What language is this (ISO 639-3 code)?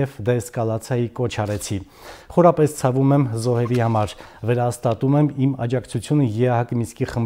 hye